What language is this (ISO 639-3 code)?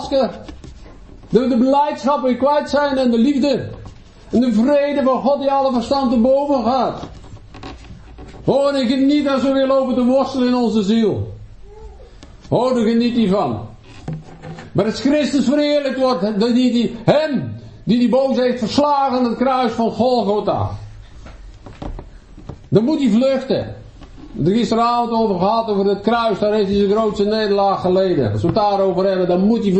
nld